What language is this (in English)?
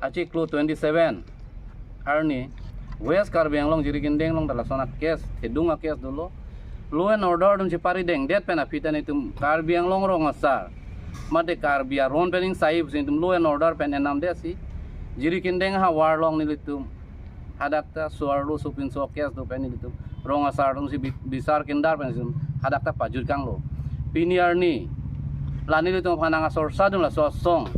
Karbi